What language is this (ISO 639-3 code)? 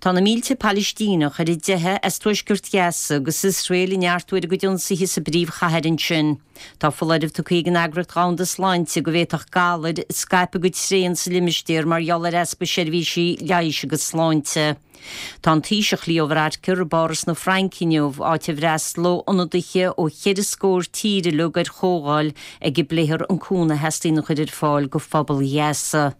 gle